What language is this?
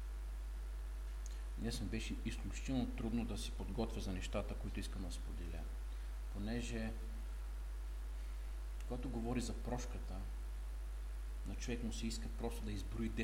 Bulgarian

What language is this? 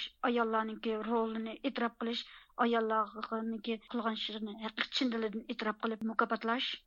Uyghur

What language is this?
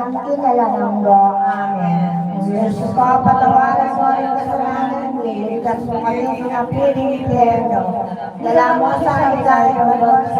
Pampanga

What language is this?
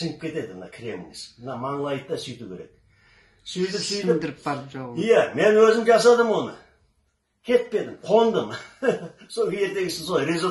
Kazakh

